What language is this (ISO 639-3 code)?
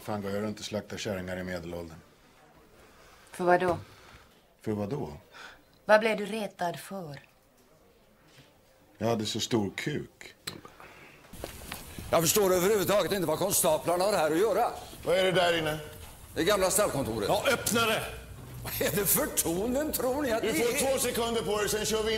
swe